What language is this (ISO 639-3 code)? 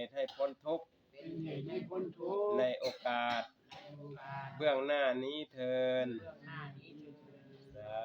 tts